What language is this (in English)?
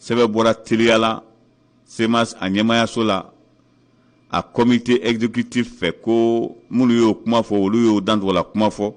Bambara